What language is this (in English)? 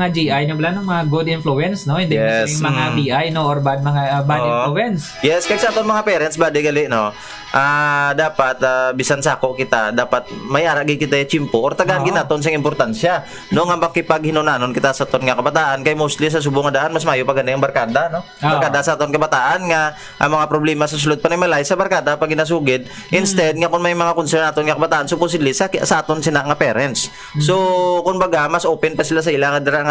Hiligaynon